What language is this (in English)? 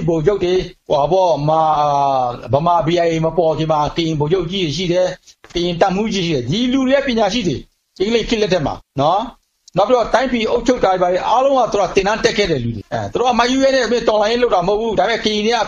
Burmese